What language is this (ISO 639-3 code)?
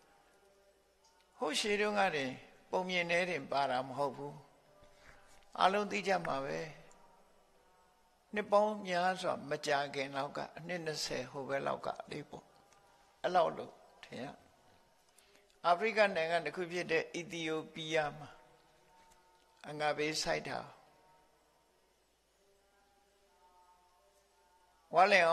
mya